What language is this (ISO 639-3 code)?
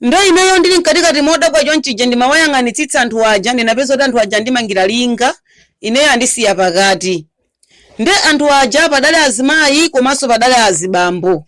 nya